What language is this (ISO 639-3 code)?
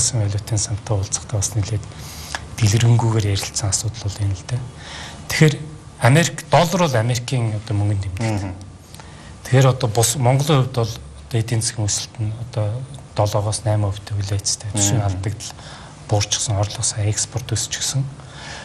mon